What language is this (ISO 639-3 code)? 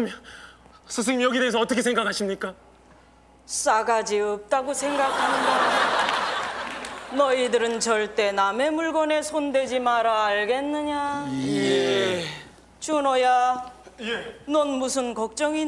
kor